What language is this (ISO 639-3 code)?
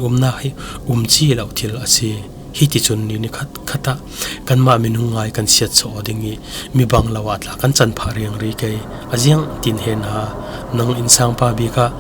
cfm